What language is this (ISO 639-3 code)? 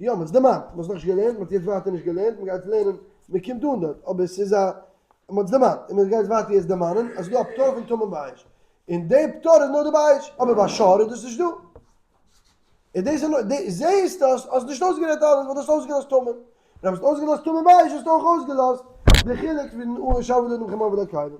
yid